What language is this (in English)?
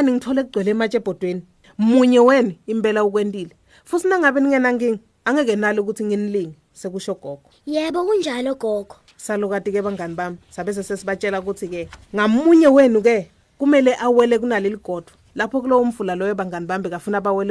Swati